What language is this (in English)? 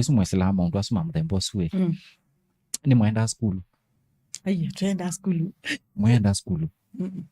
Kamba